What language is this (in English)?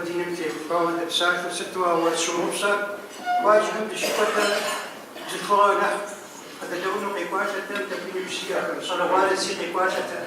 Kabardian